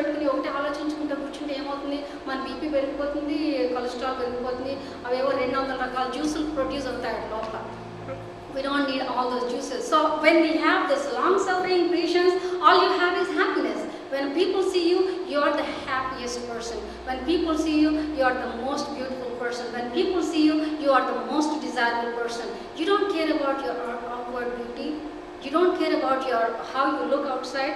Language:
Telugu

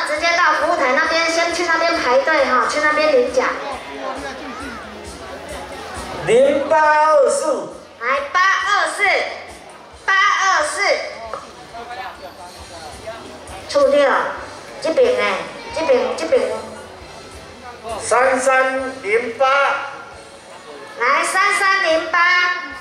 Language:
Min Nan Chinese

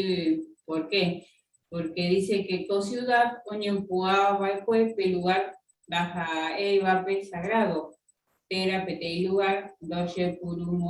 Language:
Guarani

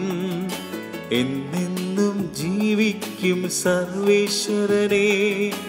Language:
Malayalam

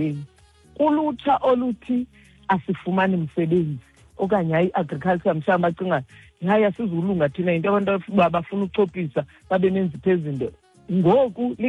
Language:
Xhosa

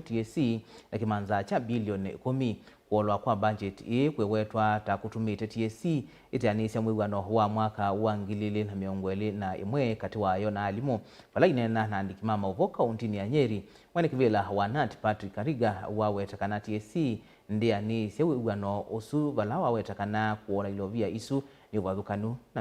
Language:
Kamba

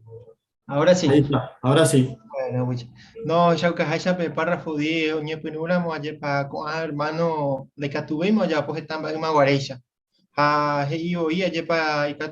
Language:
Guarani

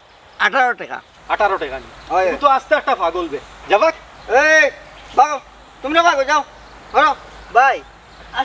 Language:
Sylheti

